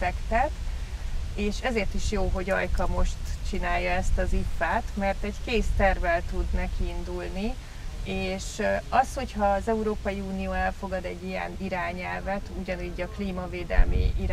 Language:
Hungarian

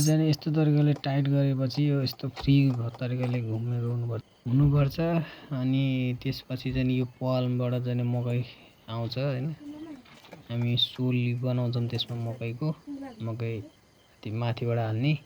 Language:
Nepali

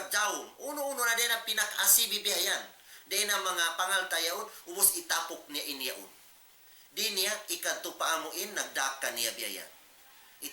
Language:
Tausug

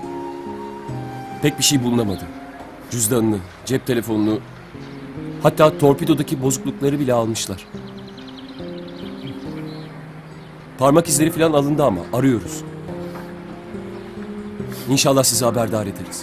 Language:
Turkish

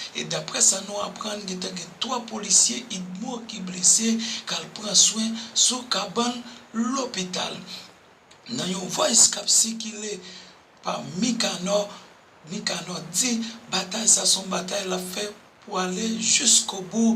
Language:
Haitian Creole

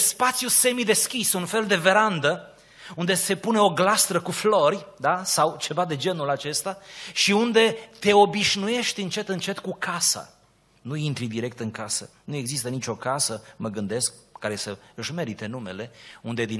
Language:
Romanian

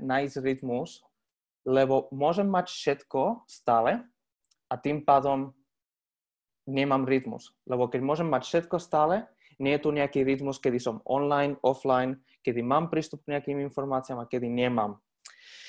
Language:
Slovak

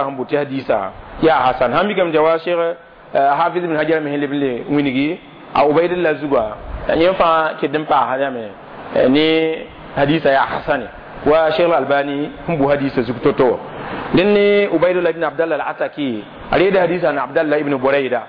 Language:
Mossi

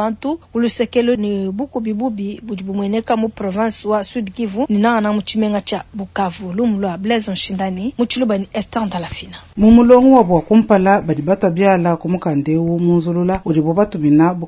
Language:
Luba-Lulua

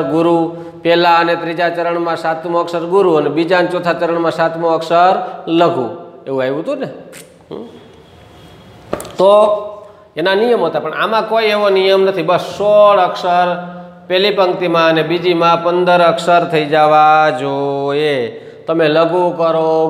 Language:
Gujarati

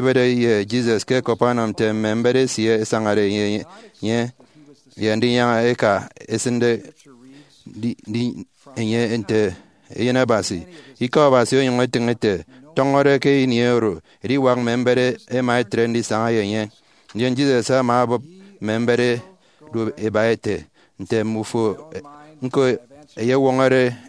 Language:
Efik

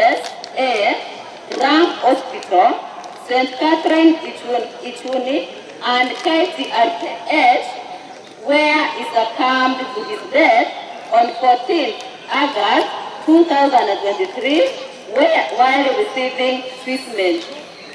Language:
Gusii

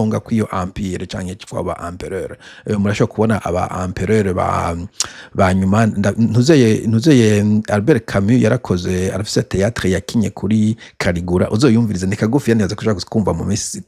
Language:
Rundi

